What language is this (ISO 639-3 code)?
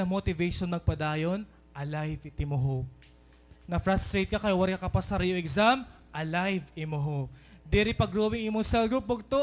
war